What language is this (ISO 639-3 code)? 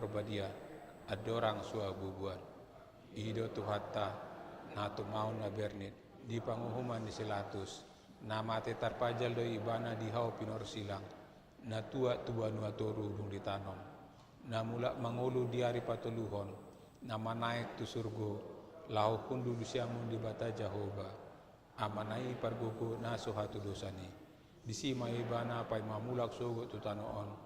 bbc